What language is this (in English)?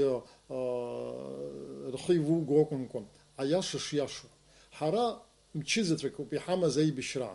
Abkhazian